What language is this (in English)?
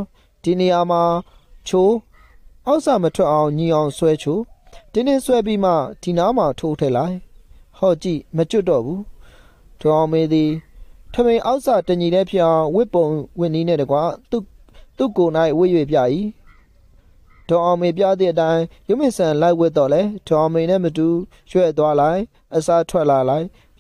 Burmese